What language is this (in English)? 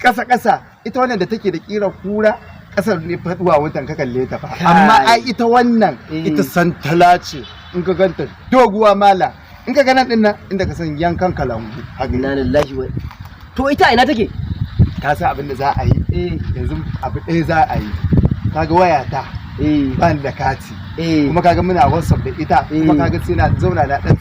Hausa